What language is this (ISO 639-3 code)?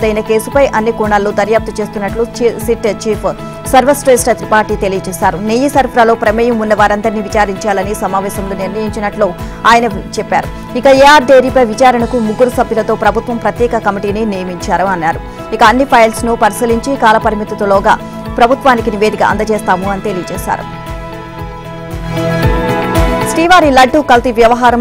tel